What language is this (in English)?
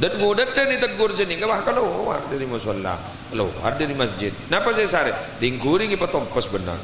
Madurese